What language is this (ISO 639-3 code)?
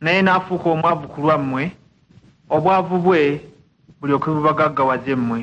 lug